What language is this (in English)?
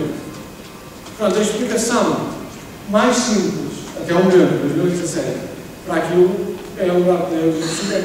Portuguese